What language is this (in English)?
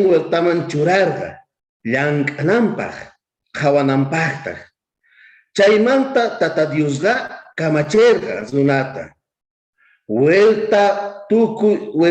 South Bolivian Quechua